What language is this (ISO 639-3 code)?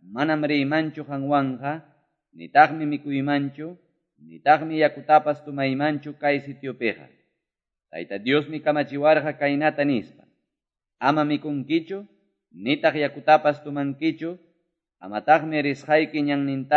que